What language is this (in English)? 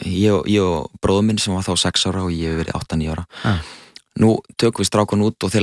Icelandic